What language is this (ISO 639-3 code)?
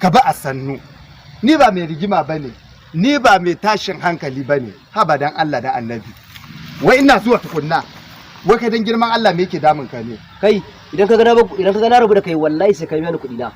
hau